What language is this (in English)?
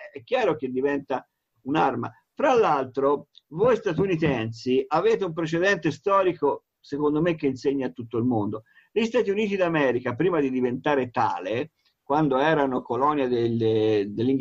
Italian